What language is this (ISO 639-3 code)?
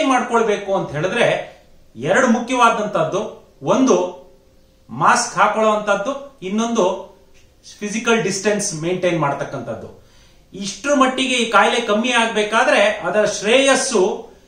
kan